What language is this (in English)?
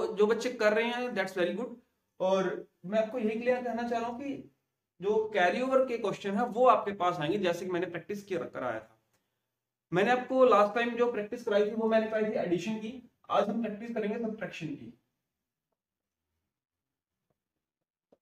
Hindi